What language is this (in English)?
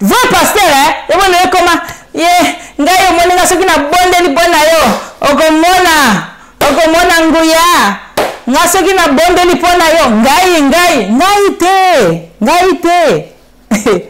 Lingala